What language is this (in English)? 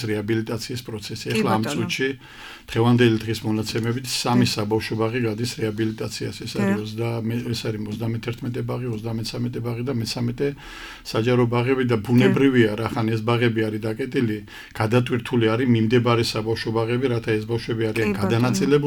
Georgian